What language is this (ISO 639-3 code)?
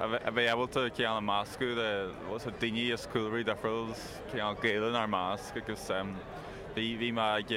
gle